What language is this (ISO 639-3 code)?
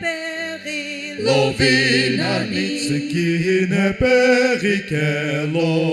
nsm